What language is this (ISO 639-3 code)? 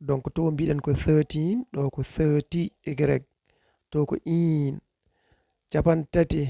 ful